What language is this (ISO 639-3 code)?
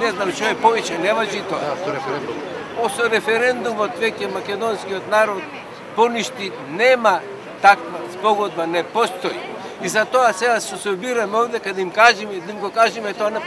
mkd